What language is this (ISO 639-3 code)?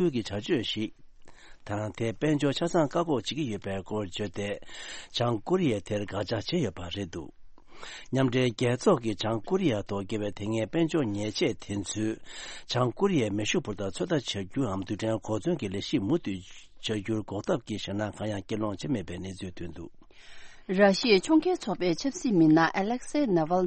bod